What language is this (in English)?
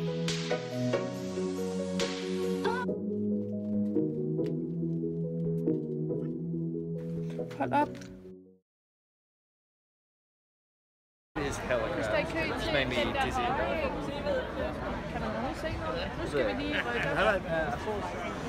Danish